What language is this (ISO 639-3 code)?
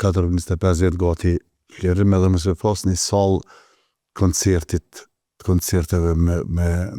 sqi